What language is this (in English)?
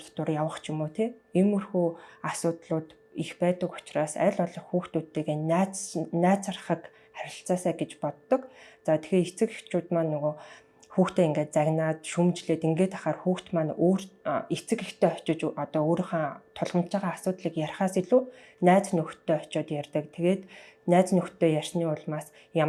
Mongolian